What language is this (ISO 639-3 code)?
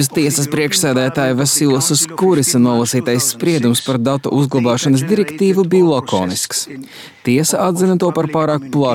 lav